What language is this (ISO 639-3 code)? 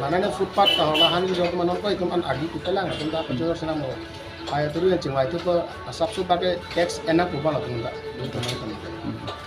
mjw